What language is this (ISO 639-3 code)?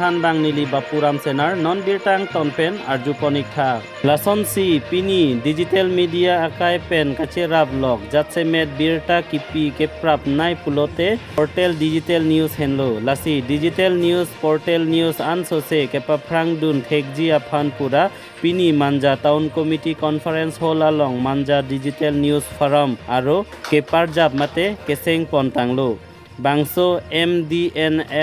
mjw